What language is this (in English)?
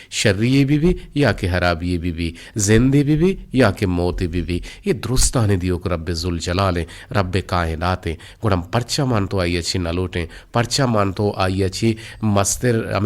Eastern Balochi